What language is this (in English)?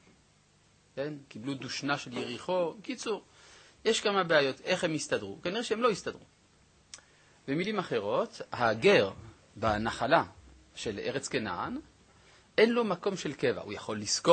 Hebrew